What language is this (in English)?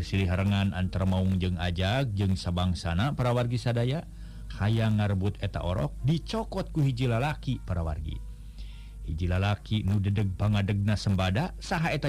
Sundanese